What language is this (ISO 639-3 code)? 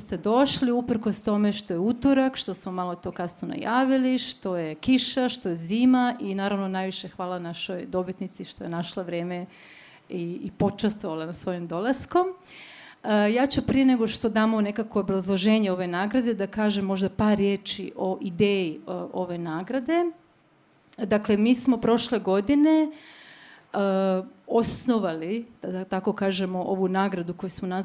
srp